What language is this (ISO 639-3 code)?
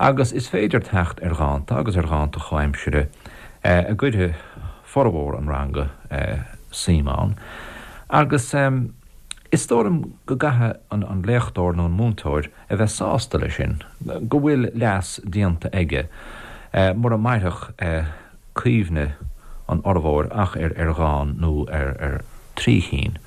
gle